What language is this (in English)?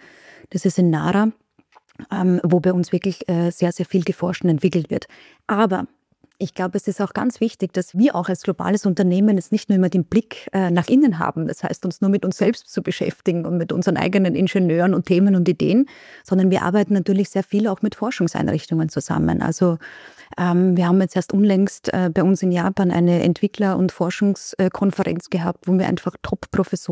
German